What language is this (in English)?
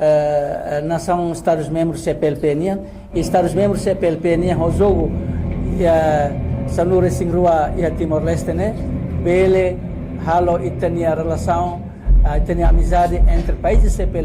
Tetum